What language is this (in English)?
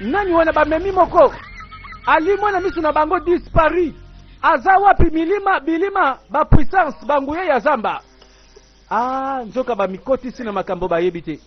Lingala